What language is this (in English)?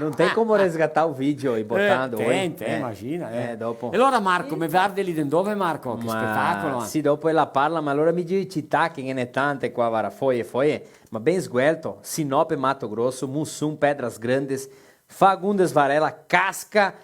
Venetian